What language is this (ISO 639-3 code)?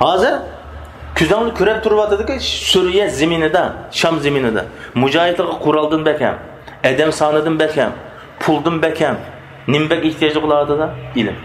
uig